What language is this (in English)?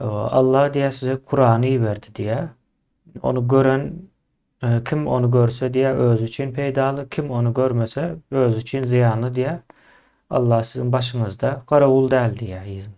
Turkmen